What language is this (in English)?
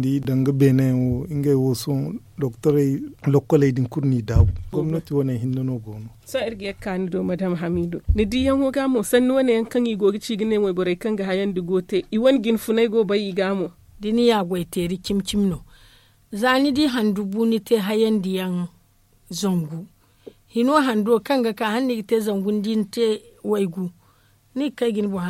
Zarma